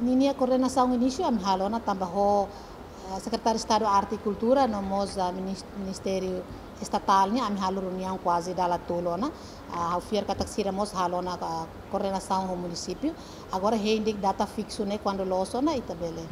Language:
Tetum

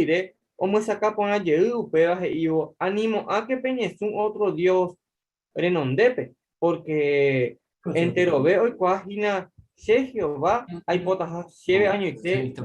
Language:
Guarani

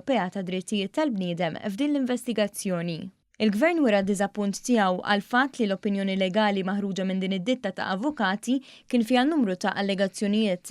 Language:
Maltese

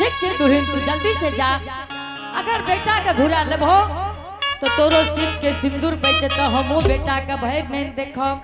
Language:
Angika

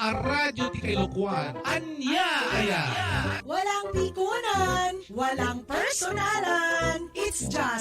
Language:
Iloko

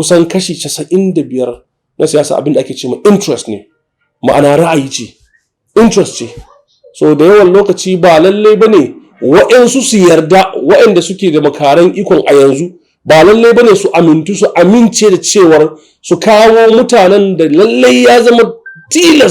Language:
Hausa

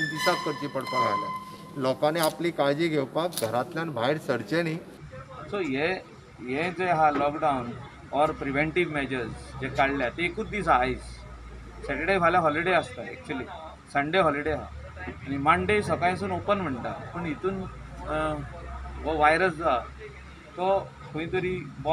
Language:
Konkani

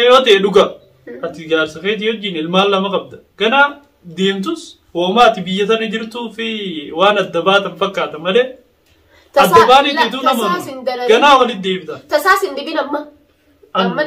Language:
Oromo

